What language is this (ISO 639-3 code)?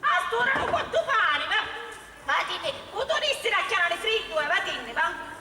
scn